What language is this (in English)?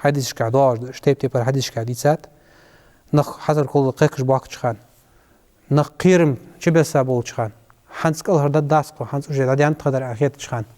Ingush